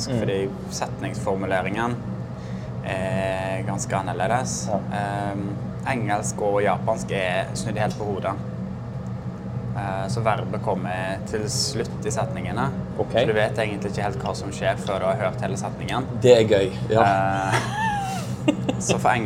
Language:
Norwegian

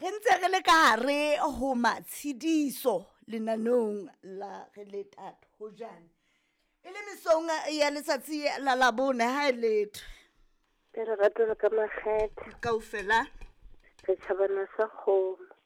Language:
Southern Sotho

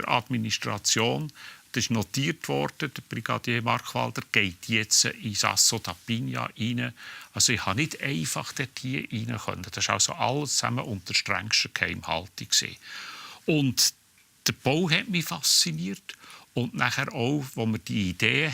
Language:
Swiss German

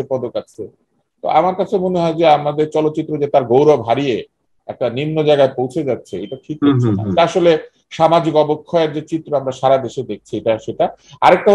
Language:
Bangla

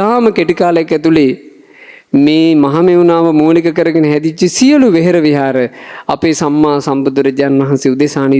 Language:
Sinhala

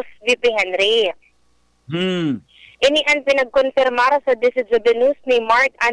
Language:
Bikol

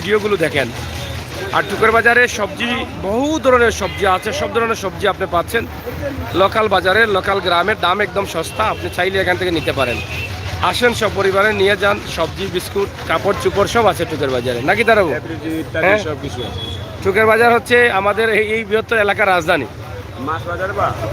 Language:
Sylheti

